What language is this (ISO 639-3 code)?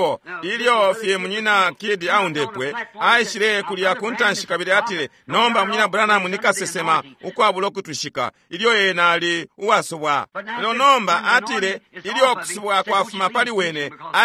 bem